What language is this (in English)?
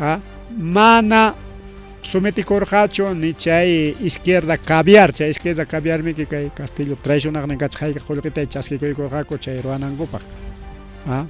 Ayacucho Quechua